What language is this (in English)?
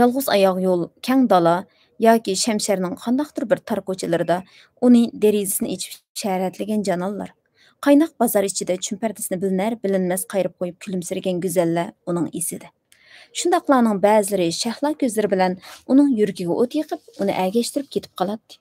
Uyghur